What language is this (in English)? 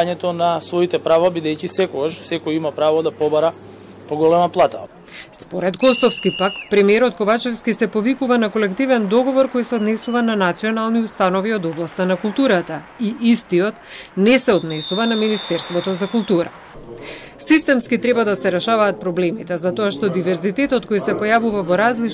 Macedonian